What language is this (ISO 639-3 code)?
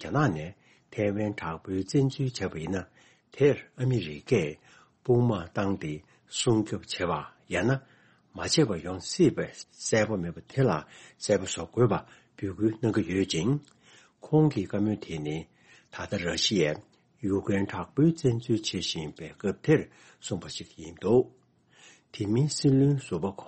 bod